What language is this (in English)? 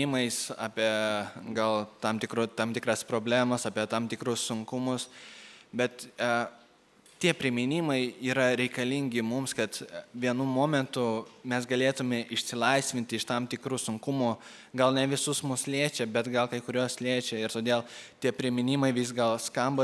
Lithuanian